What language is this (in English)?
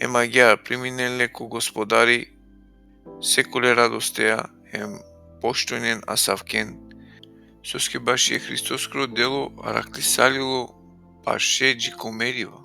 Balkan Romani